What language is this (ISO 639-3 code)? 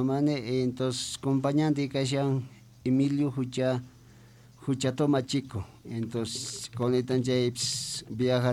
que